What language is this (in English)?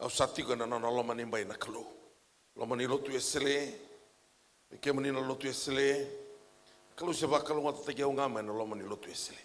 Fijian